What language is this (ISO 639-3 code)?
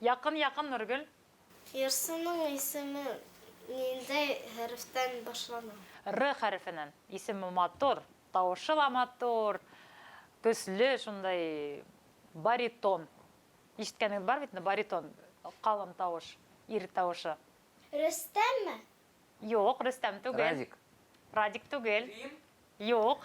bak